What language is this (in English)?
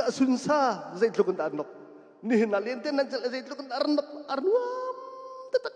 Hakha Chin